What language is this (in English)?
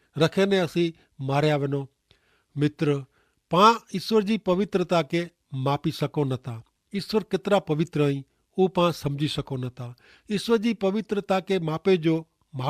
Kachhi